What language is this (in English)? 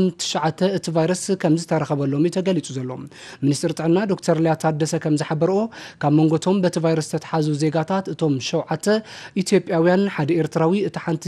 Tigrinya